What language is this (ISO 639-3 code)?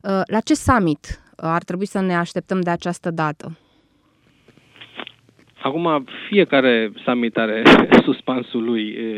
ron